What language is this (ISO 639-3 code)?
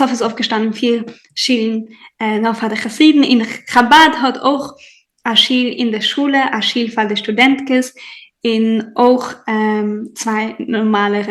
yid